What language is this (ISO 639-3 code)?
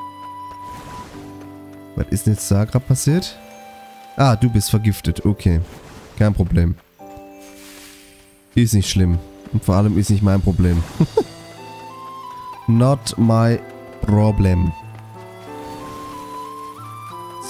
deu